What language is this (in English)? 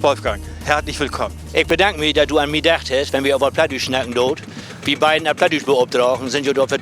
Low German